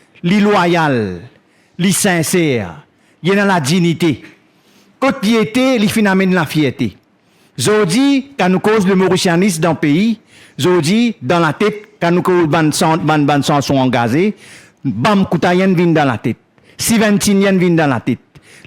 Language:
Morisyen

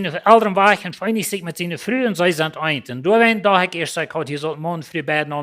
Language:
Plautdietsch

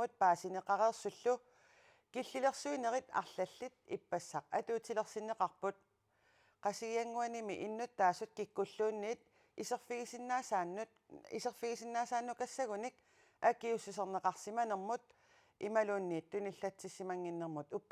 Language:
Kalaallisut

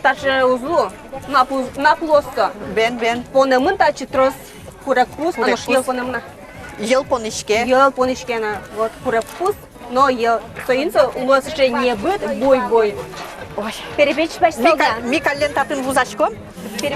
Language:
Udmurt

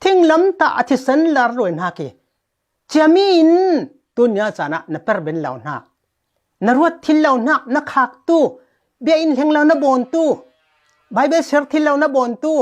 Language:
Falam Chin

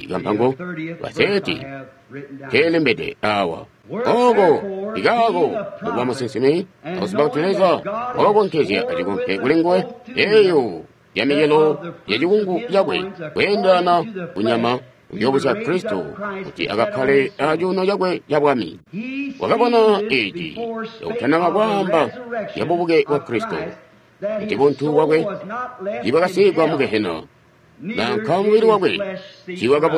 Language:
Tonga (Zambia)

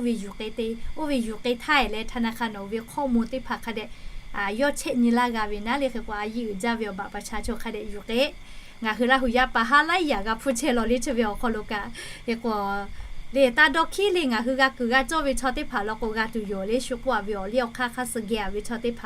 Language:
Lahu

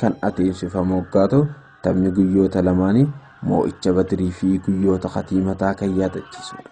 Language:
Oromo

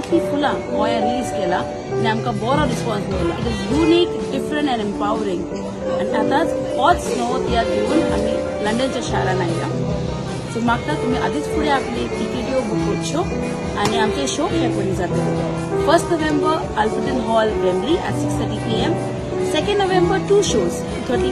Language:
Konkani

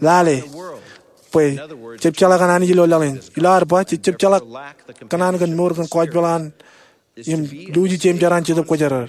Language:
Marshallese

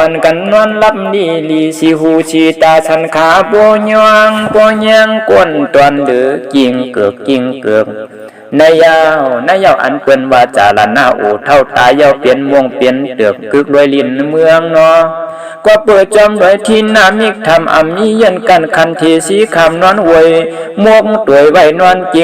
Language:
Shan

